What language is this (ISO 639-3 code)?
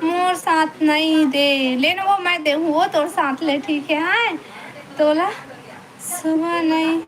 hne